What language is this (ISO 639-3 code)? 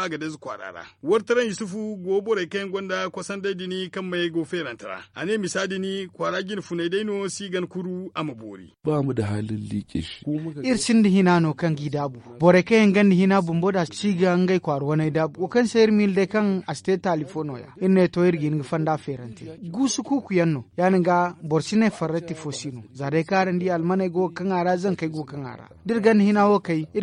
dje